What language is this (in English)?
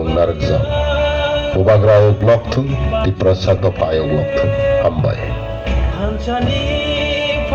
Kok Borok